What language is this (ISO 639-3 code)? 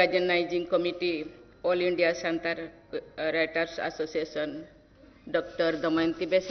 sat